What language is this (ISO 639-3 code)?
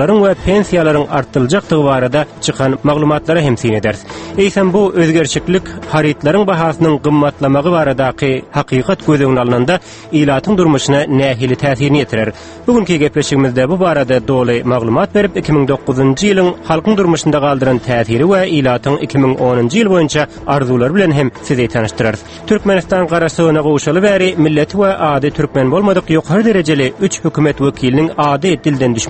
tuk